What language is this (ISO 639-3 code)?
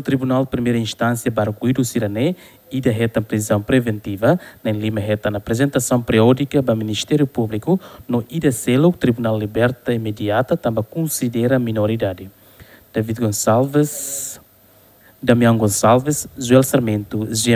tet